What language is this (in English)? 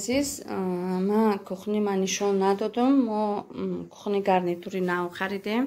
Tajik